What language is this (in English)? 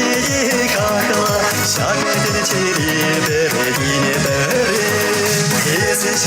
Chuvash